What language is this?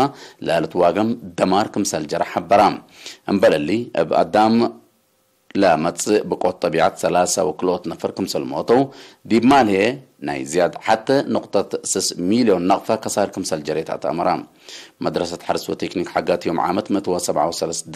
Tigre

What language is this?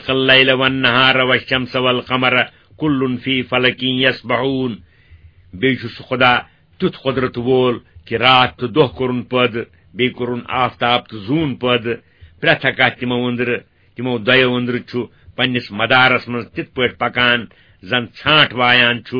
Kashmiri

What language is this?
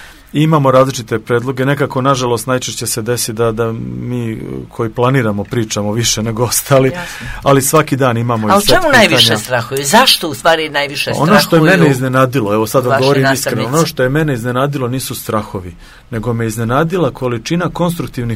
Croatian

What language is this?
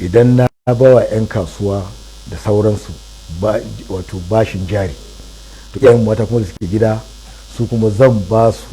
Hausa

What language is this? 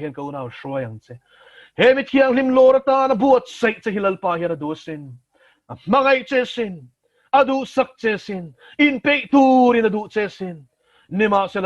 Mizo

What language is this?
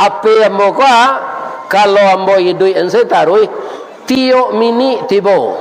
Minangkabau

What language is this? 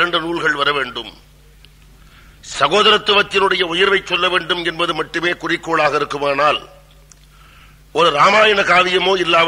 Tamil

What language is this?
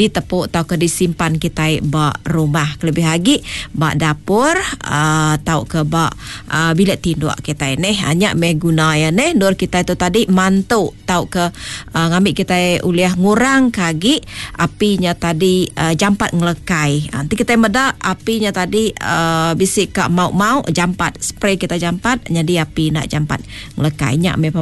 Iban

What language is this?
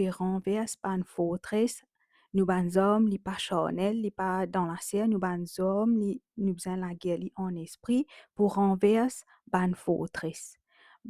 Morisyen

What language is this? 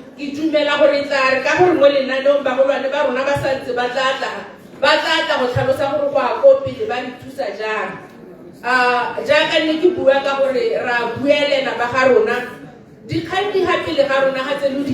Tswana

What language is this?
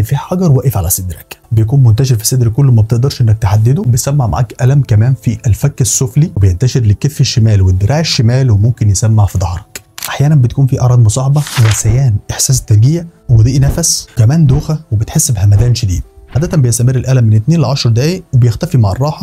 Egyptian Arabic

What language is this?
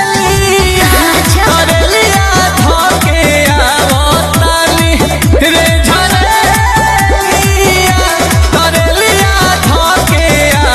Bhojpuri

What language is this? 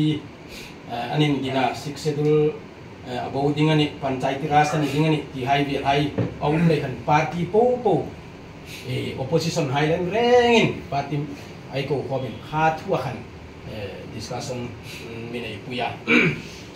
Hmar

